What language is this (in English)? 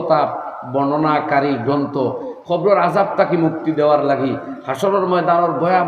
Sylheti